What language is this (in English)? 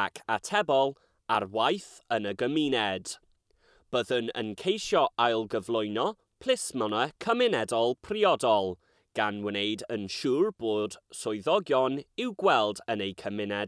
Welsh